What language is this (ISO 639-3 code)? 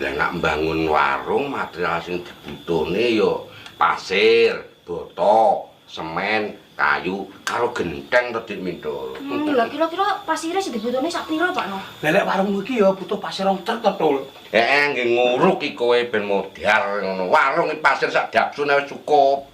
jav